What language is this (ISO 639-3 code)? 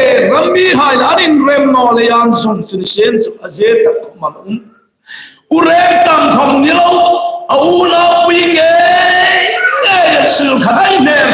hmr